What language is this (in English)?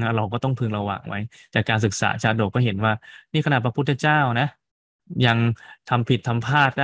Thai